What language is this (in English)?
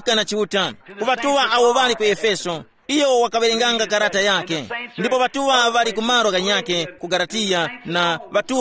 Tumbuka